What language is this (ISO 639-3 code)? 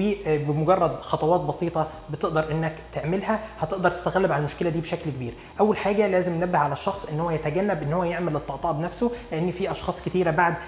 arz